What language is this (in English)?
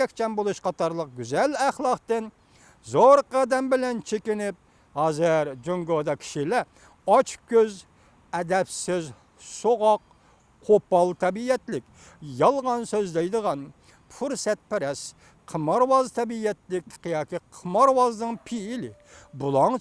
Uyghur